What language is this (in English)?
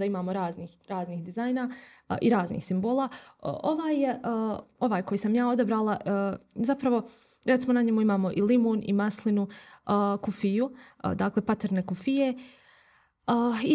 Bosnian